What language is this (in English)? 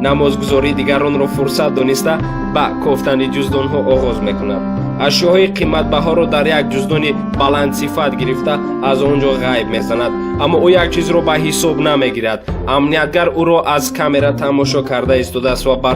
Tajik